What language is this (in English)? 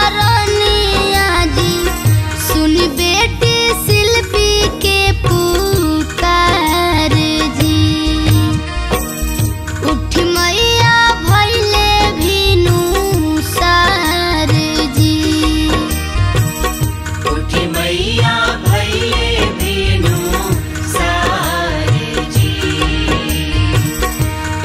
Bhojpuri